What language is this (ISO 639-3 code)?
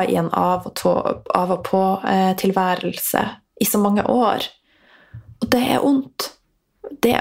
nor